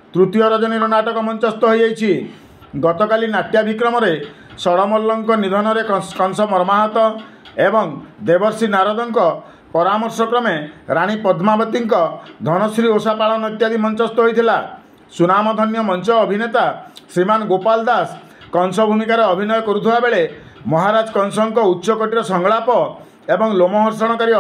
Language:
Odia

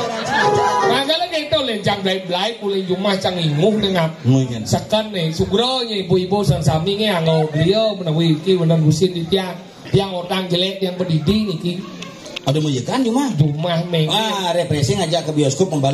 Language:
Balinese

